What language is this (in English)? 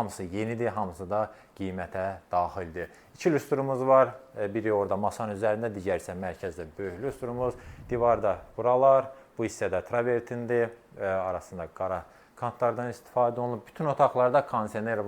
Azerbaijani